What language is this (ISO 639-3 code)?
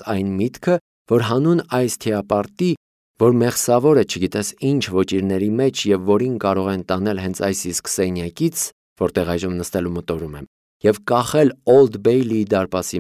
hye